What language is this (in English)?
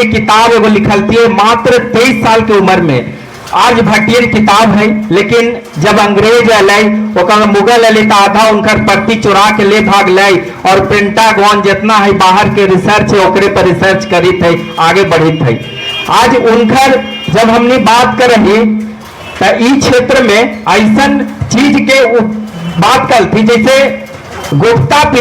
Magahi